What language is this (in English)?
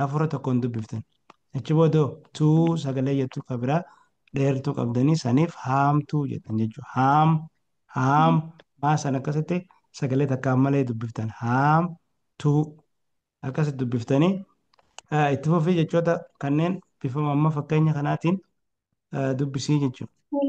Oromo